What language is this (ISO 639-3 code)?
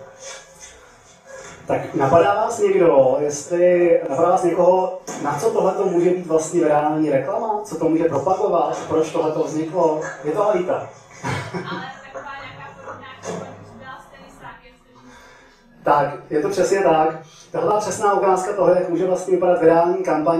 ces